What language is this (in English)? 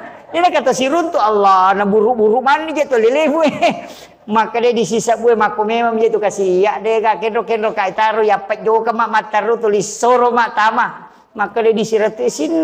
Buginese